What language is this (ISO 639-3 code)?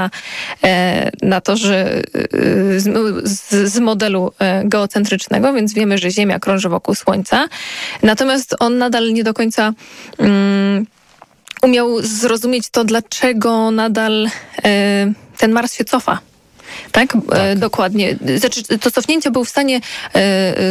pol